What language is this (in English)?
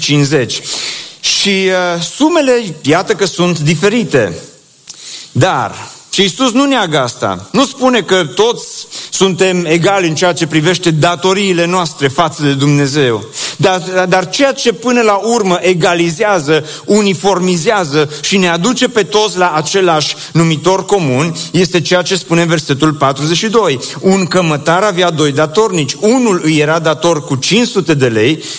Romanian